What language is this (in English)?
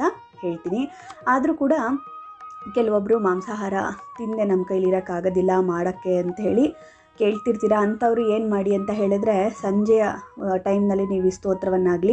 Kannada